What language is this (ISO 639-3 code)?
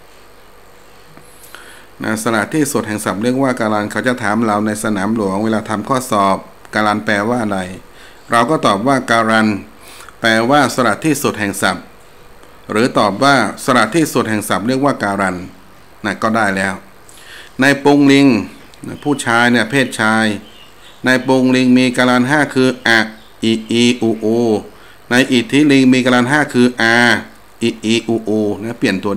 tha